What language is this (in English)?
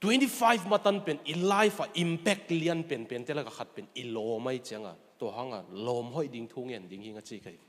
Tedim Chin